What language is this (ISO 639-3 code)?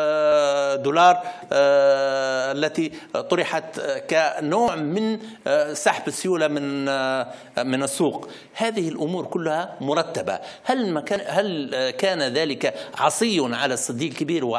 ara